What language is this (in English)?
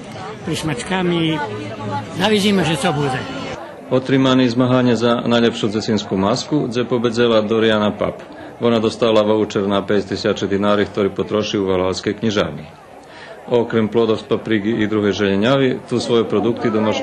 Rusyn